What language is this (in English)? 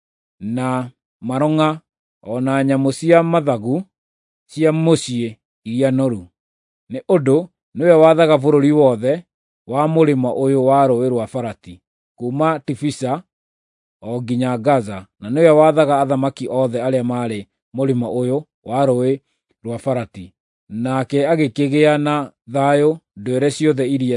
Kikuyu